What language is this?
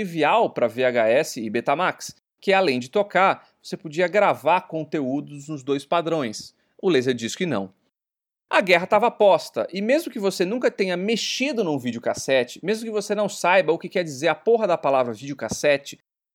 Portuguese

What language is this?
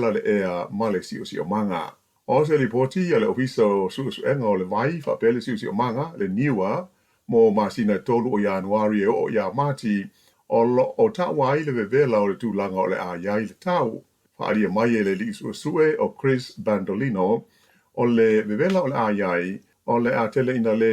Samoan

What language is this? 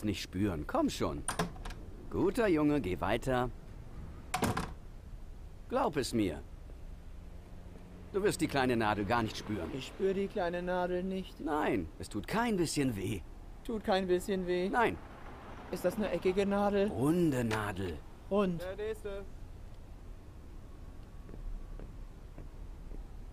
German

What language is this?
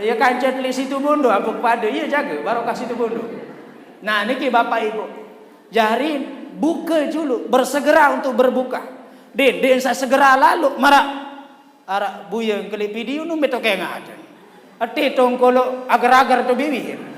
Sasak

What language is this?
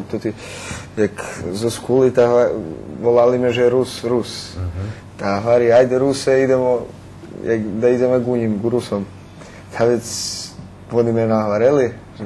Rusyn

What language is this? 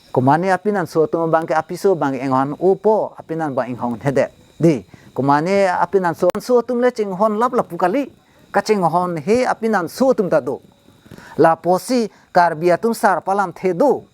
Karbi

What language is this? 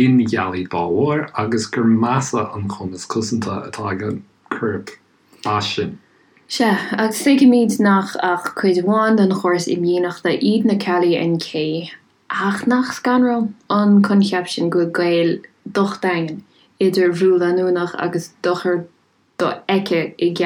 Irish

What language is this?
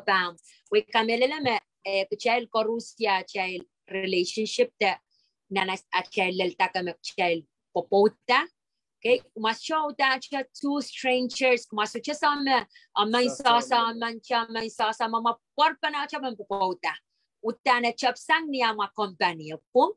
Pohnpeian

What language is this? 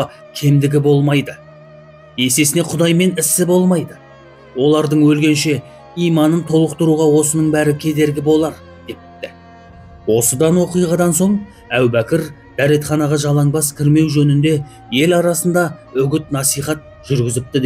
Kazakh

